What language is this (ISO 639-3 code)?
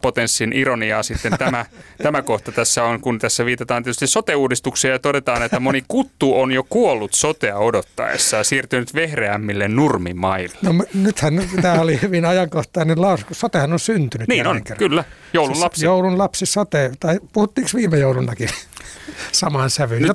fin